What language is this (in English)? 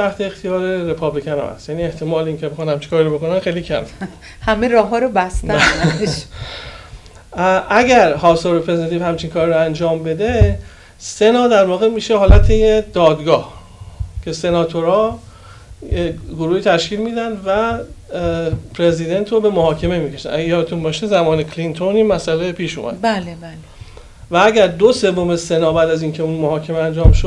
Persian